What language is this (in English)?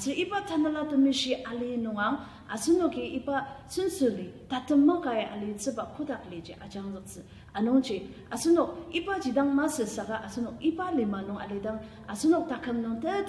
Ao Naga